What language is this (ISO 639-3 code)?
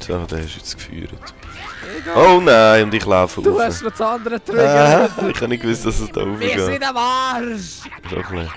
gsw